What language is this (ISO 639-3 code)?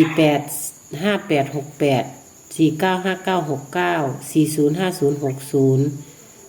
tts